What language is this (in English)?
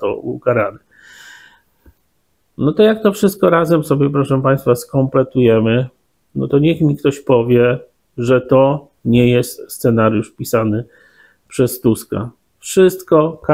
Polish